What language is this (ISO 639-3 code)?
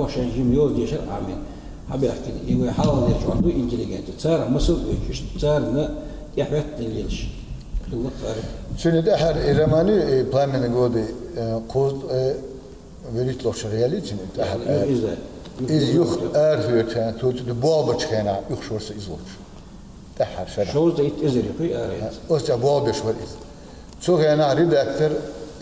che